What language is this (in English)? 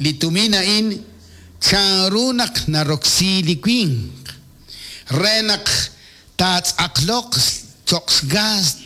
Kekchí